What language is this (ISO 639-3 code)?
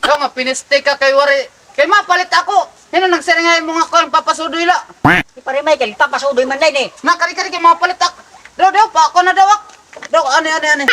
war